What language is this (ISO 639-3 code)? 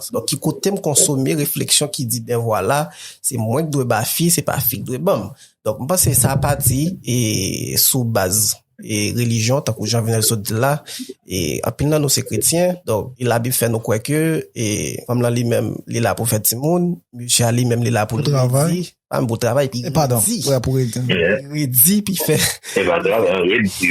hat